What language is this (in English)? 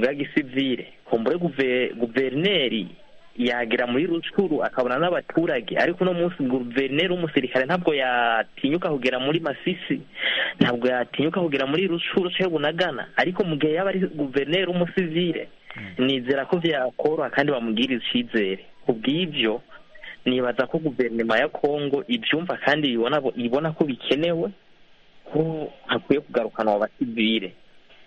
Kinyarwanda